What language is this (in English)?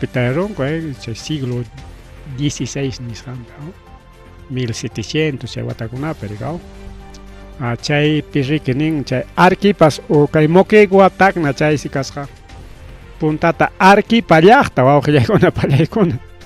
Ayacucho Quechua